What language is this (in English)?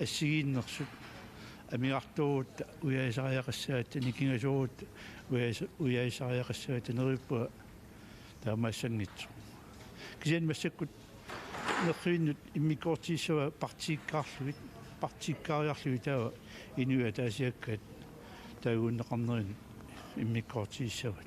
Kalaallisut